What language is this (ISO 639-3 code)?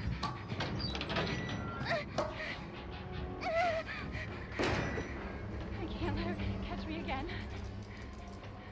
eng